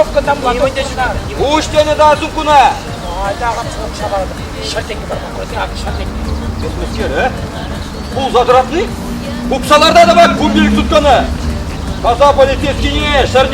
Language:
Chuvash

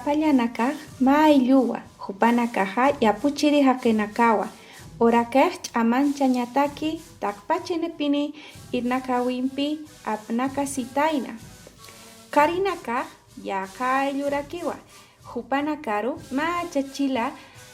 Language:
Aymara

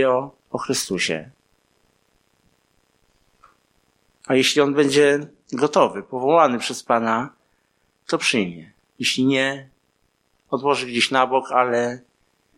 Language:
Polish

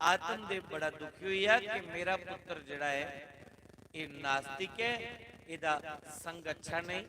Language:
Dogri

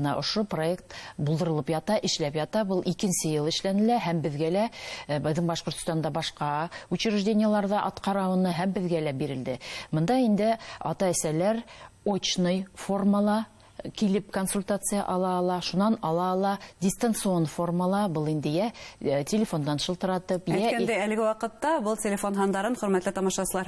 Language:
Bashkir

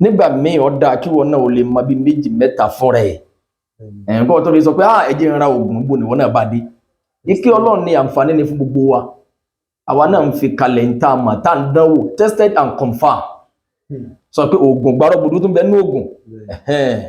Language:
Yoruba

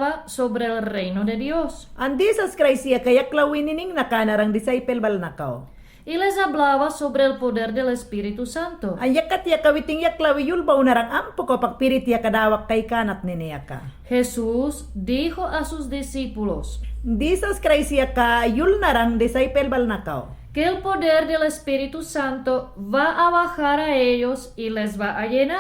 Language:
Mayangna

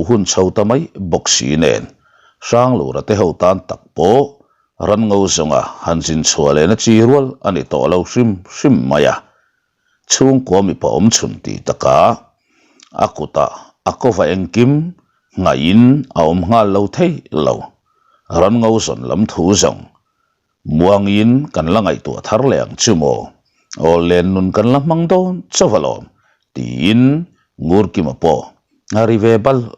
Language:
Mizo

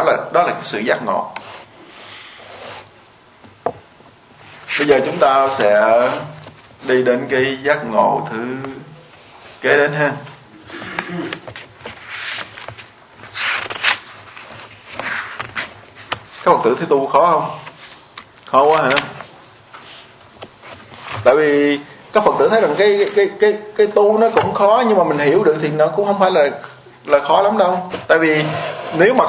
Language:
Vietnamese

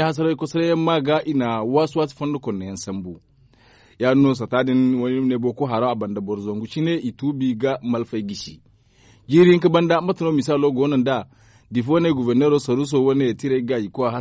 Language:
Zarma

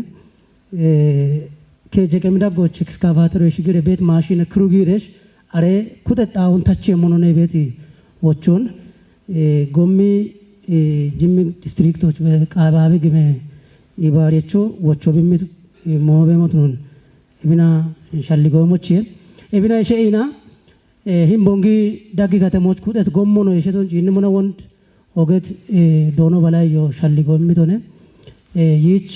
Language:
Kafa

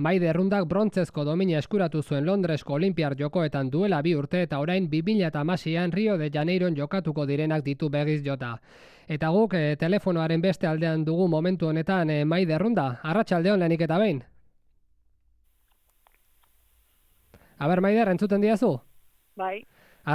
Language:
Basque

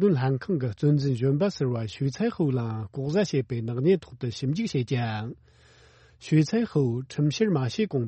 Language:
Tibetan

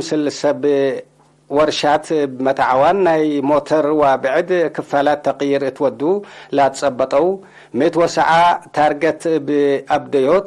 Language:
Tigre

